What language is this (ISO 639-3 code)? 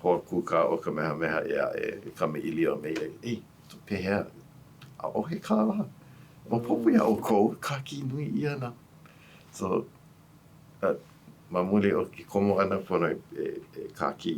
haw